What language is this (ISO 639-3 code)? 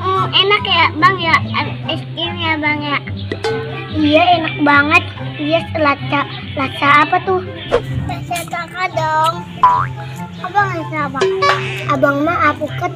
bew